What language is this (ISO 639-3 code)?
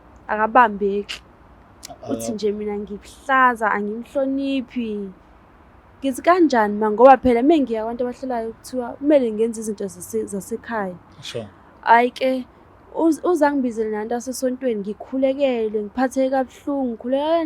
zul